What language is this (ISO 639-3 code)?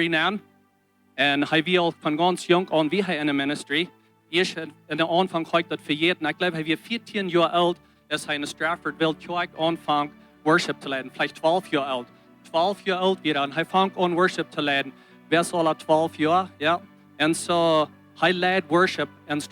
pdt